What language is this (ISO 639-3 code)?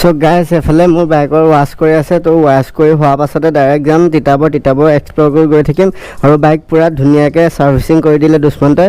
asm